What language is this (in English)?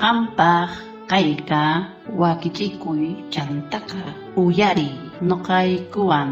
South Bolivian Quechua